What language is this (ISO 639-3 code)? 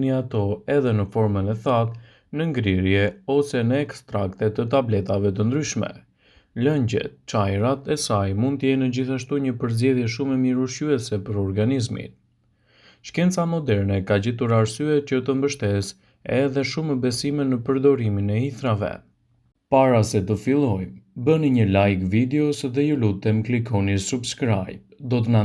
sqi